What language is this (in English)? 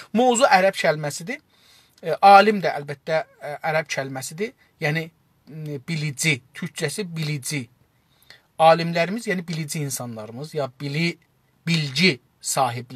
South Azerbaijani